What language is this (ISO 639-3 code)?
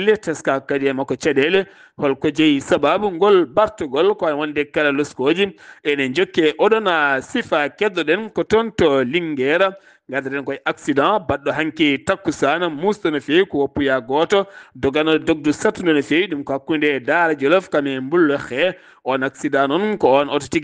ful